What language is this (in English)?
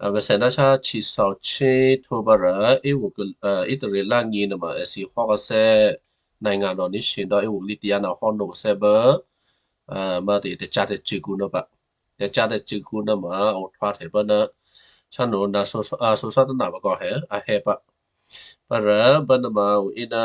Western Kayah